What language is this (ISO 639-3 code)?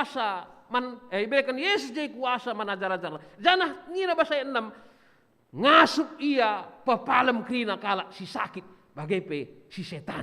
btx